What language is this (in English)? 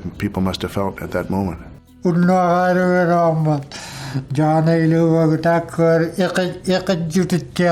Inuktitut